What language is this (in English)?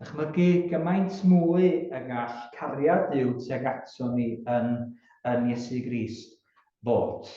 Welsh